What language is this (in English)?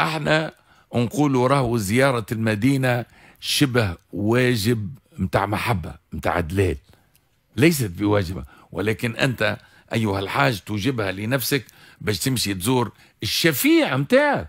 Tunisian Arabic